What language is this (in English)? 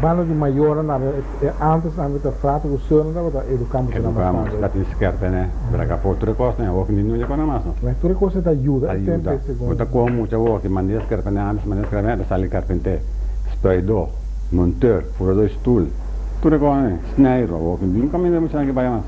Papiamento